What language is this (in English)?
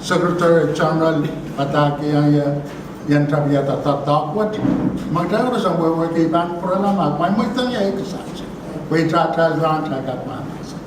Pohnpeian